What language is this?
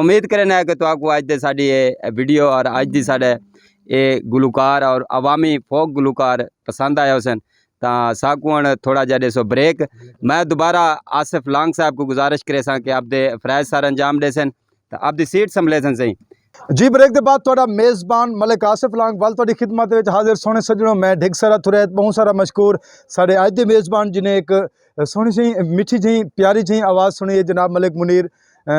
Saraiki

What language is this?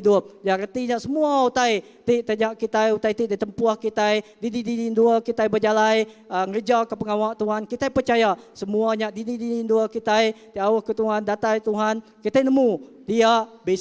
Iban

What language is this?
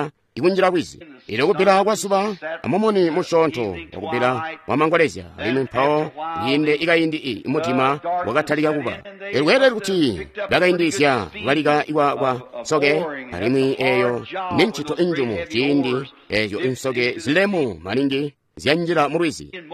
Tonga (Zambia)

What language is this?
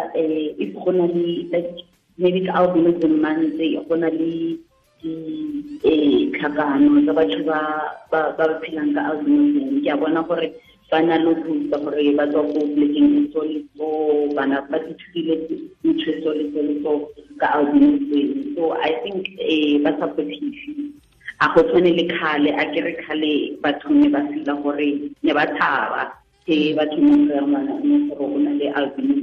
Tswana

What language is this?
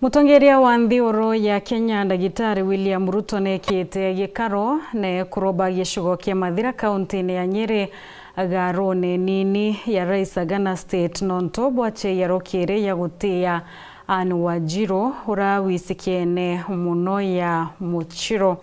Meru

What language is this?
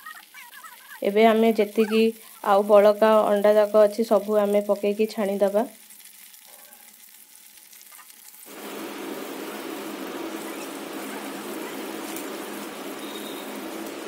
Odia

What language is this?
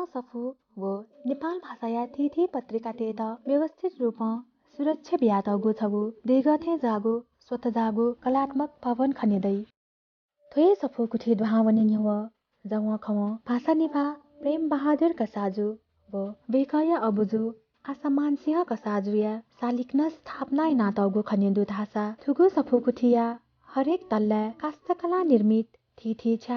Newari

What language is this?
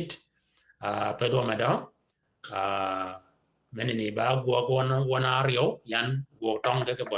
Shilluk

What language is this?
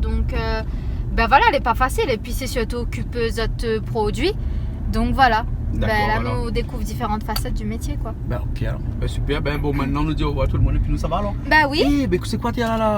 Réunion Creole French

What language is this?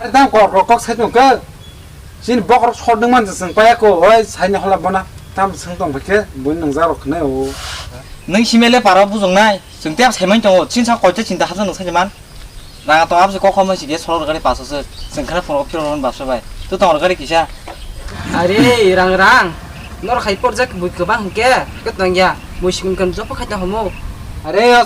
Kok Borok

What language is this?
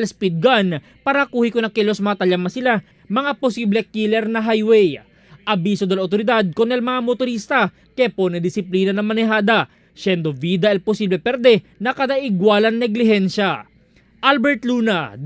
Chavacano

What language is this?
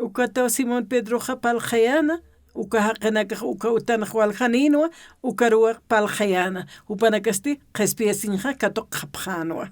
Aymara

